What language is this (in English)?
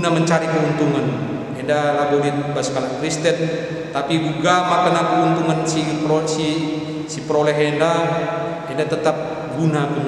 Batak Karo